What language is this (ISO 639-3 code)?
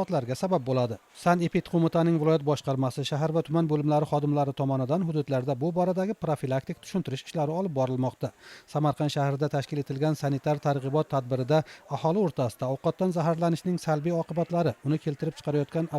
uzb